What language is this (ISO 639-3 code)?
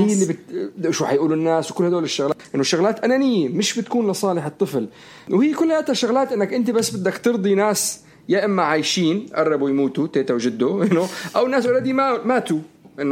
apc